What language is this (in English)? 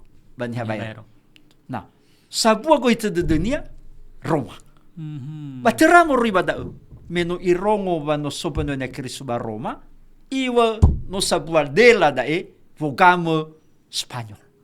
Nias